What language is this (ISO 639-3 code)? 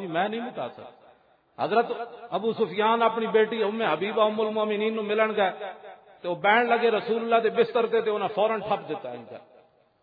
lah